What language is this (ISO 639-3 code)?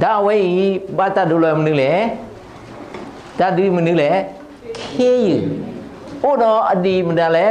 ksw